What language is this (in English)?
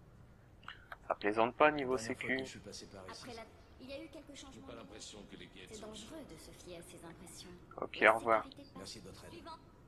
French